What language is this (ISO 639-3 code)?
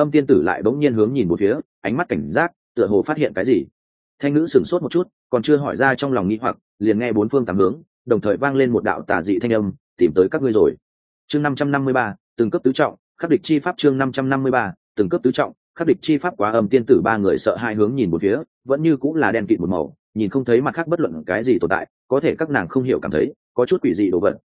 vie